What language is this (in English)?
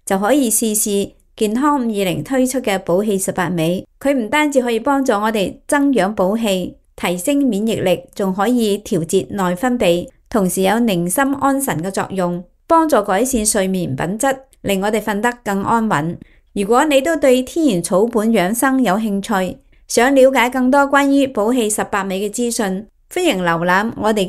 Cantonese